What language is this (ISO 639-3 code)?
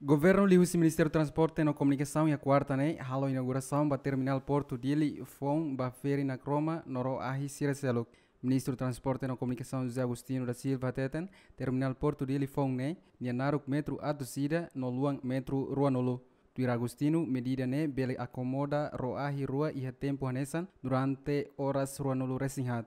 tet